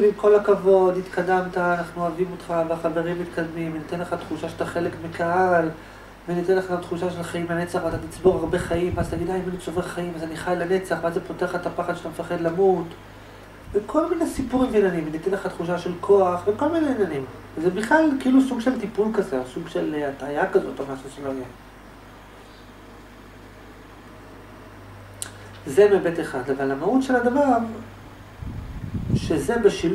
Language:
Hebrew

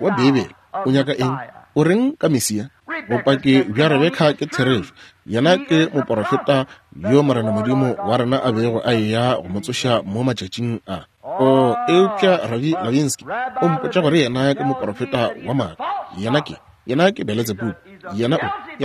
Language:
Northern Sotho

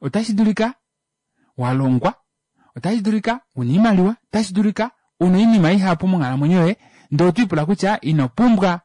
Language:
Kuanyama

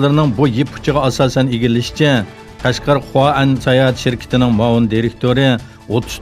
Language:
Uyghur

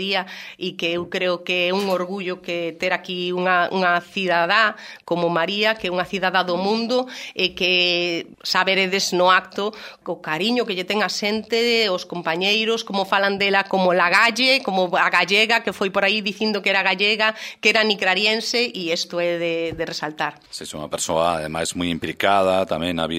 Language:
Galician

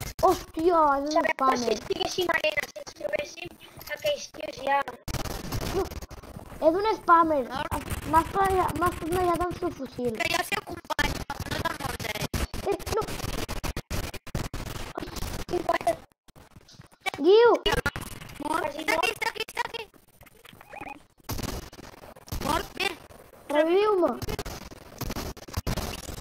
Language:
Catalan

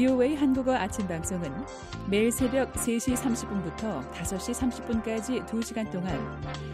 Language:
Korean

